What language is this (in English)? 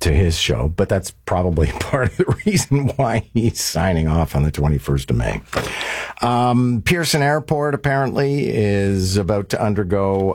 English